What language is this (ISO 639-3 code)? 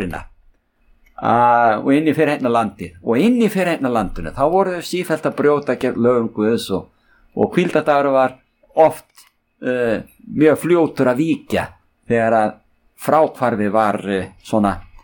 isl